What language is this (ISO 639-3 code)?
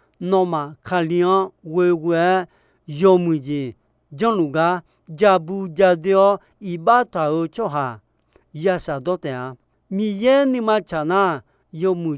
ahk